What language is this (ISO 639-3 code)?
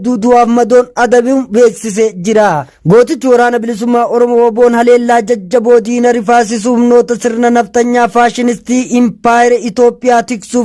orm